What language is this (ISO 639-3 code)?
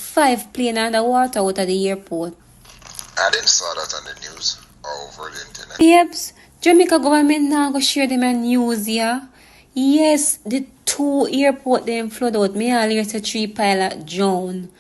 jam